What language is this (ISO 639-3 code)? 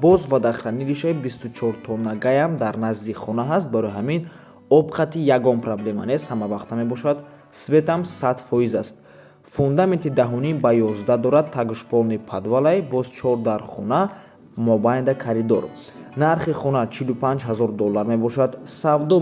tgk